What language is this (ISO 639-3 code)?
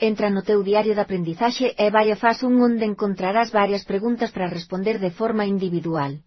glg